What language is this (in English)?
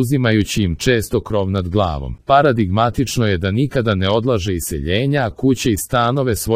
Serbian